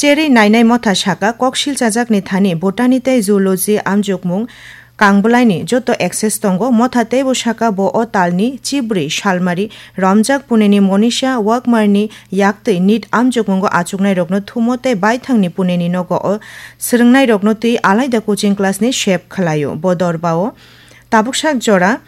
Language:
Kok Borok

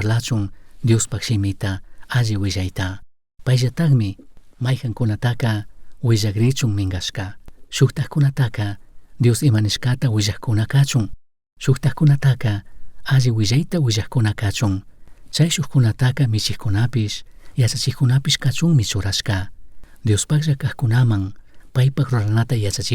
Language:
Chimborazo Highland Quichua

